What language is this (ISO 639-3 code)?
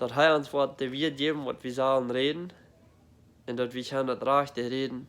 pdt